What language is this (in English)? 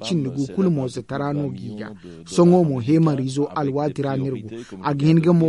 Zarma